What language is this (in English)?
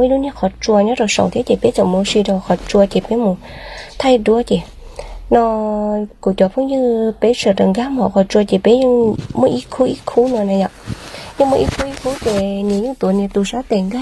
Hmong